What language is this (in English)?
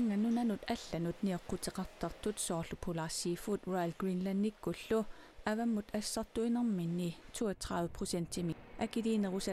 Kalaallisut